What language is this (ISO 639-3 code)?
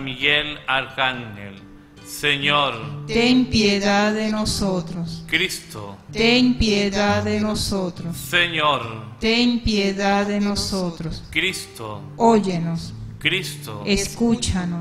spa